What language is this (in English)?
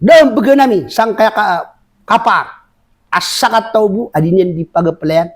Maranao